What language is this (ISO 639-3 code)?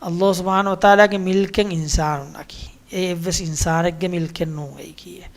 div